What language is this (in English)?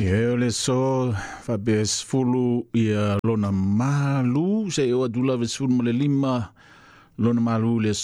Samoan